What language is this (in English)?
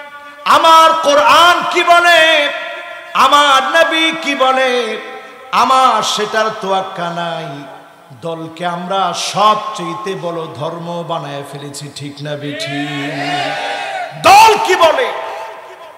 Bangla